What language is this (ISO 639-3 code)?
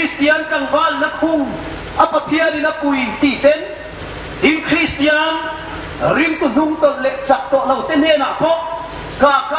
hmr